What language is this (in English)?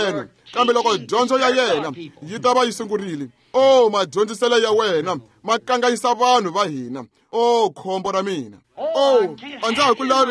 Tsonga